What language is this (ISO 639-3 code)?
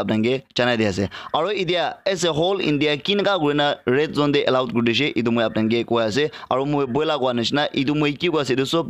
nag